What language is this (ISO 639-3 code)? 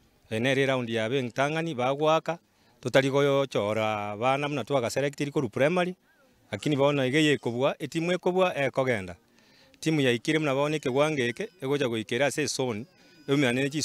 guz